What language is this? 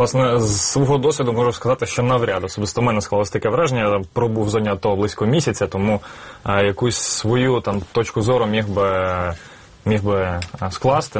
Ukrainian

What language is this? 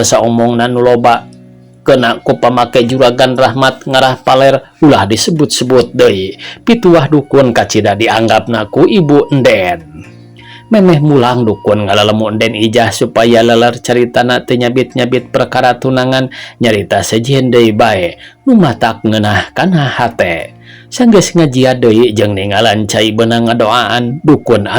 Sundanese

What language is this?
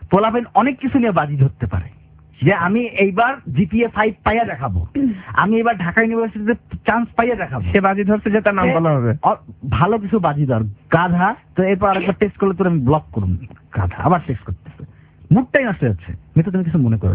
Bangla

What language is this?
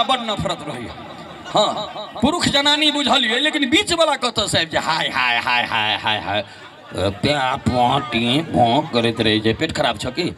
Maithili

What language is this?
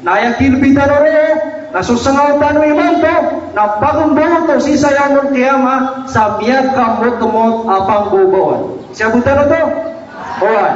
Maranao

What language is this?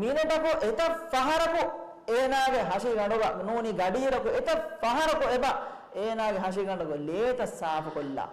Divehi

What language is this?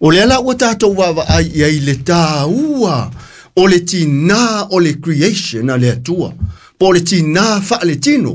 Samoan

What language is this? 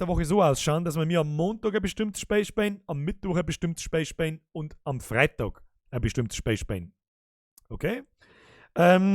Bavarian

